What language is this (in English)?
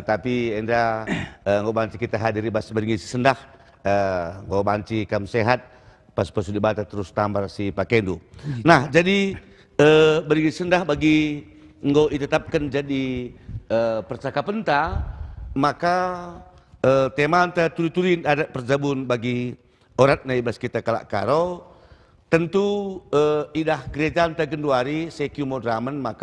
Batak Karo